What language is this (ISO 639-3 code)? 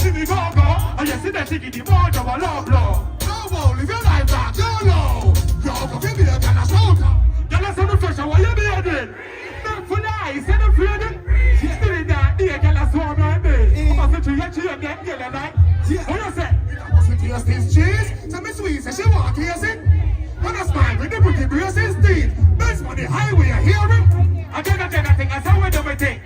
jam